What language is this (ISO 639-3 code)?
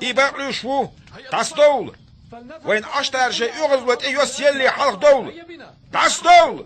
che